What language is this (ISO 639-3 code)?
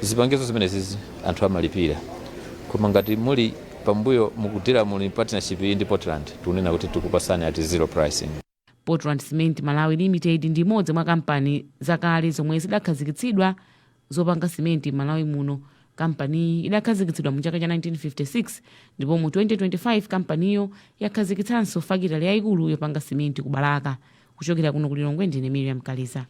nya